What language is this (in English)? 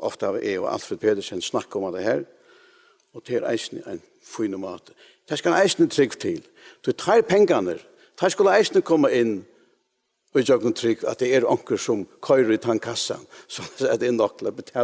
Faroese